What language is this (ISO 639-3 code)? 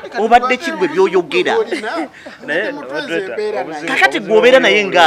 lug